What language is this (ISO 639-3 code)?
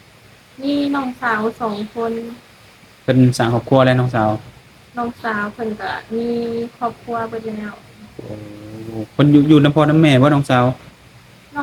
lao